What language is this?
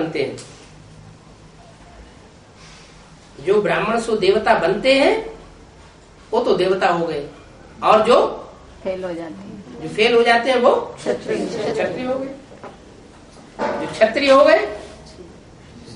Hindi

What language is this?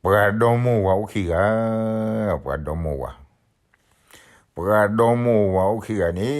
S'gaw Karen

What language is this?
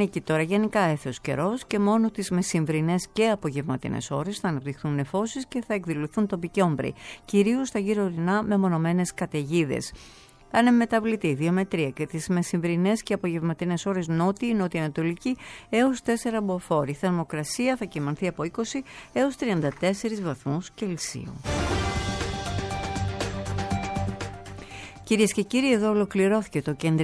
Greek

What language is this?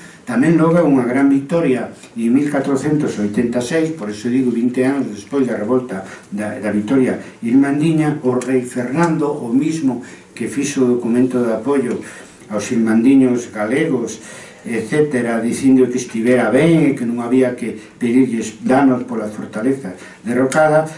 Galician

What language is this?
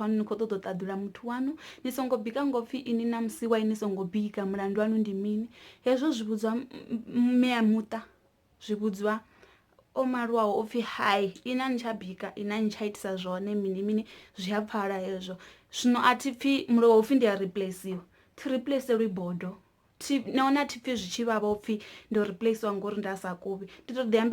Venda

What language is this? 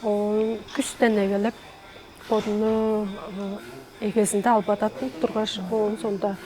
Tuvinian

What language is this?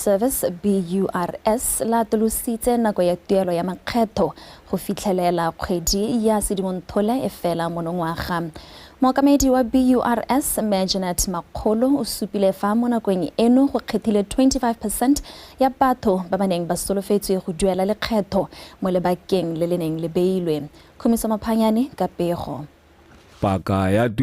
Tswana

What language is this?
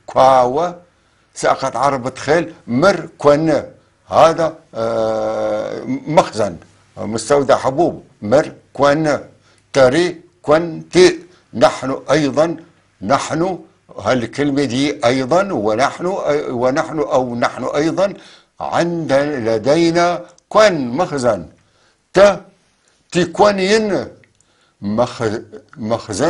North Levantine Arabic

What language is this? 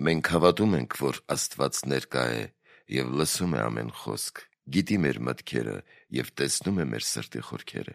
Armenian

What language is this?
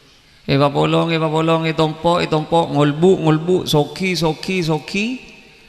Madurese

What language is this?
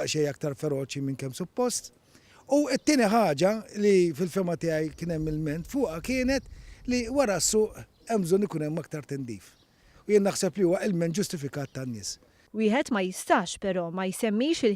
Maltese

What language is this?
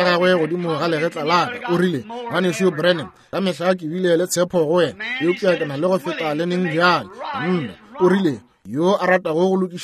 Northern Sotho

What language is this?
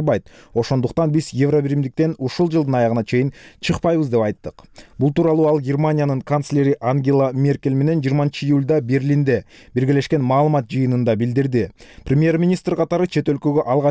Kyrgyz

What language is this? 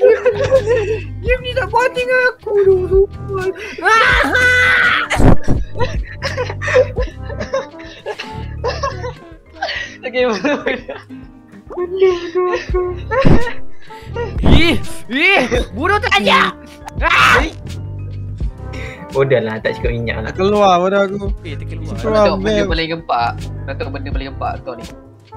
Malay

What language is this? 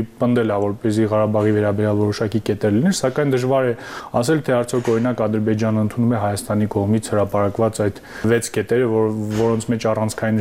Armenian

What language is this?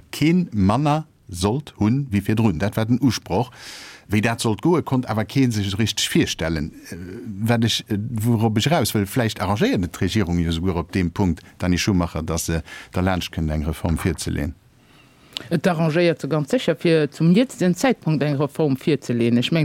Luxembourgish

